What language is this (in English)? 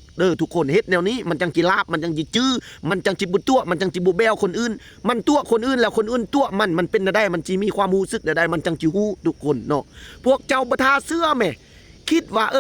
Lao